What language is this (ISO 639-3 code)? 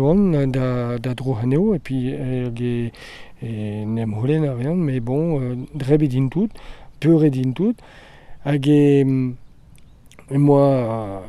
bre